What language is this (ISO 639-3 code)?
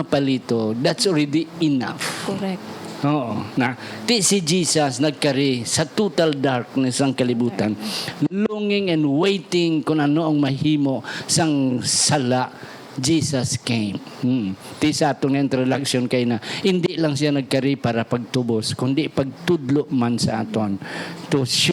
hil